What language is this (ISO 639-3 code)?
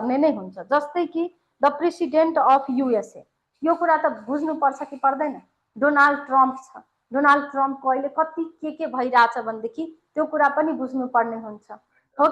nep